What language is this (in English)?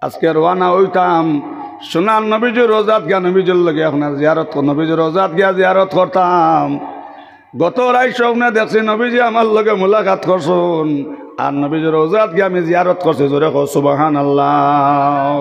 Sylheti